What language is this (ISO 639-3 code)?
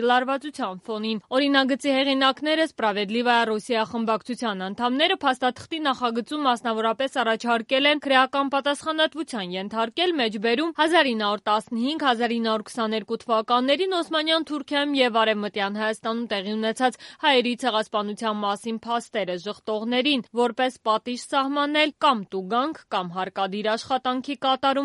hye